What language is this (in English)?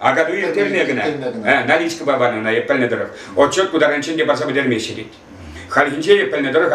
Chuvash